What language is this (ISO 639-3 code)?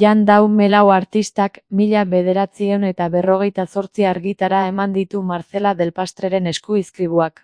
eus